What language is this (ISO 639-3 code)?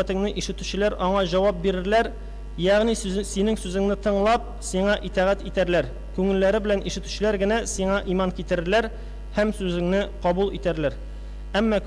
tat